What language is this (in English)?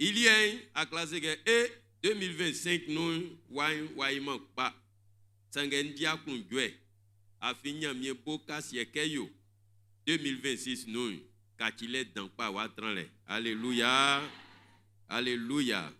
Baoulé